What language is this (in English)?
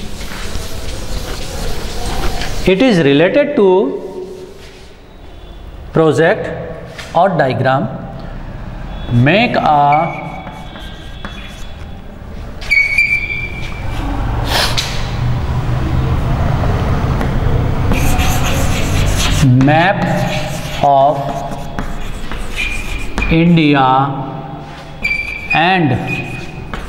Hindi